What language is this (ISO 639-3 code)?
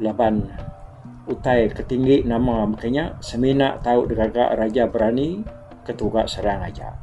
iba